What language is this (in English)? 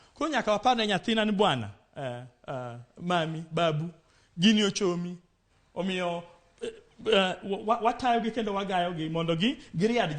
Luo (Kenya and Tanzania)